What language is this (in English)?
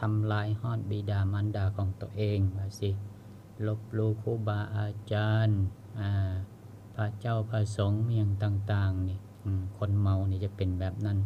Lao